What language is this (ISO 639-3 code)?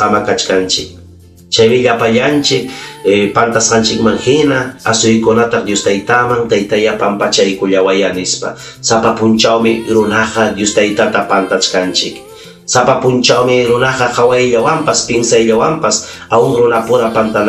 quy